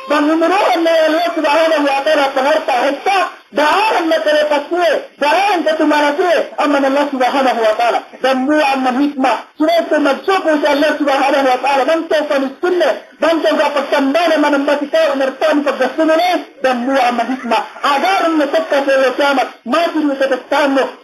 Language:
Yakan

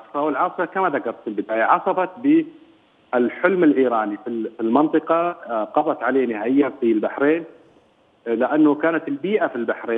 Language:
Arabic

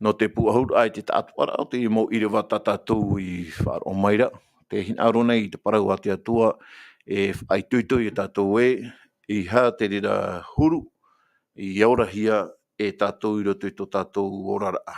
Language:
Tahitian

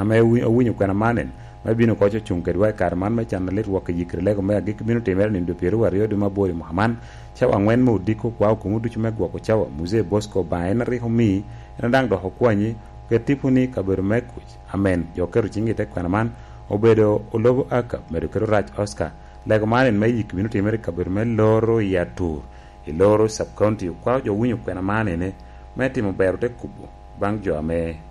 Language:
Lango (Uganda)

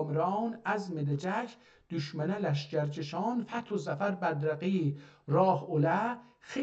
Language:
South Azerbaijani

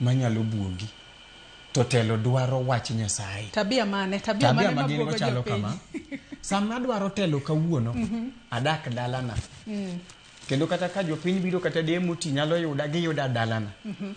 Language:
Luo (Kenya and Tanzania)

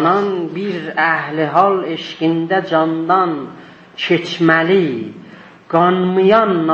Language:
South Azerbaijani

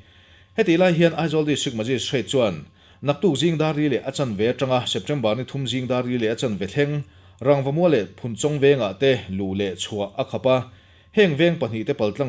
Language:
Mizo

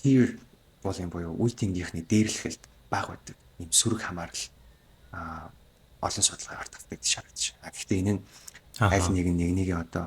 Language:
Mongolian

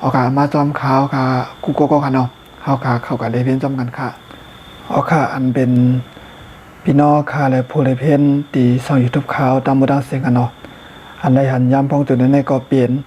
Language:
Shan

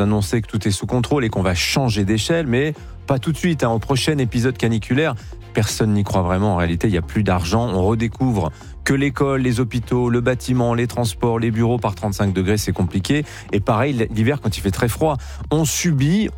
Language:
French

